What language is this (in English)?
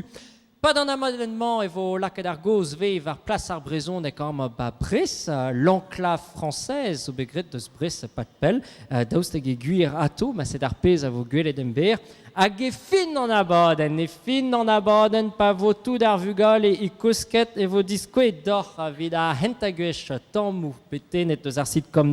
Breton